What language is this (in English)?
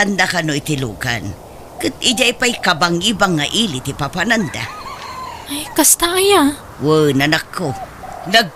Iloko